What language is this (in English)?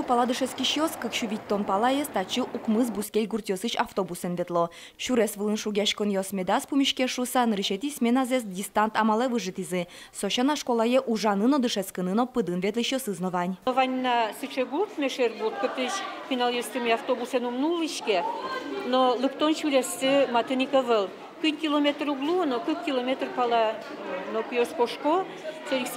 Udmurt